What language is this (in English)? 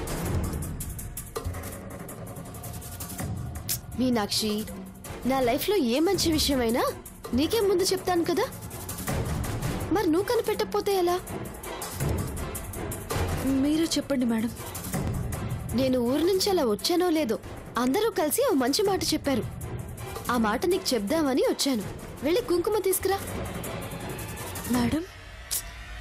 Telugu